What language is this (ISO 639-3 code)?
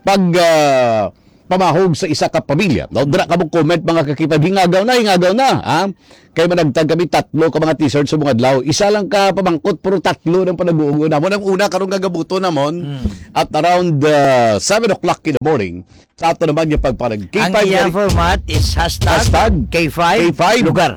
hil